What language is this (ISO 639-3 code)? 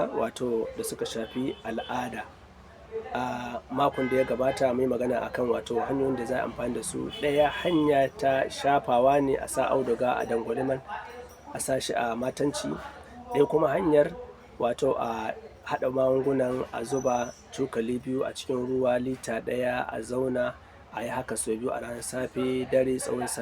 hau